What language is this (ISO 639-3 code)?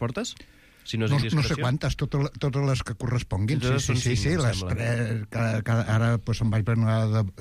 cat